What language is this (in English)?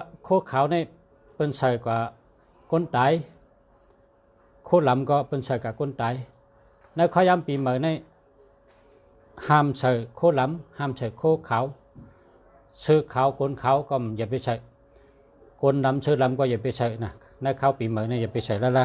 Shan